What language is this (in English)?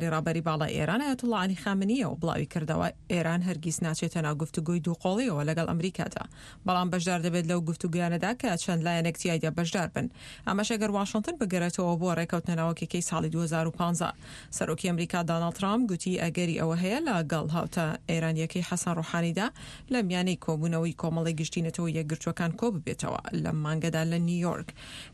Central Kurdish